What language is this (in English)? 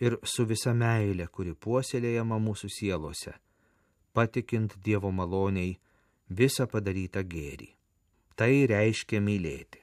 Lithuanian